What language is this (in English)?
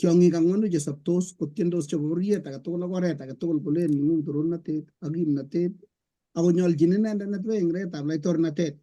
Kalenjin